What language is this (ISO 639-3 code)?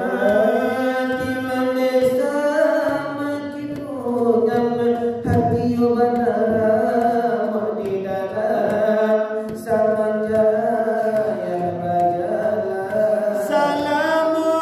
min